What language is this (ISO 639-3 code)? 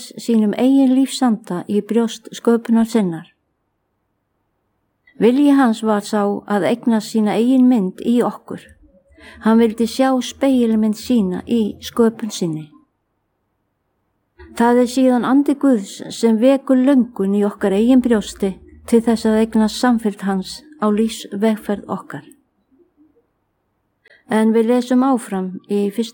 isl